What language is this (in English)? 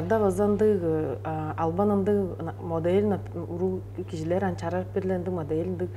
Tuvinian